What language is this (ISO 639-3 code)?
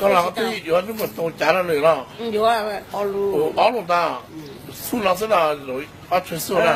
hmn